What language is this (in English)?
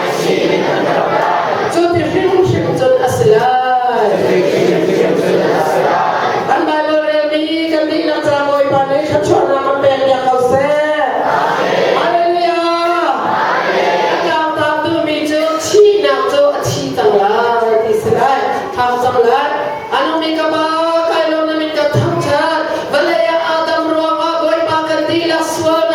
Hakha Chin